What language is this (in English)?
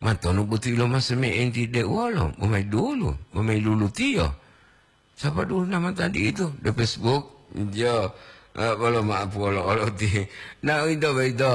Gorontalo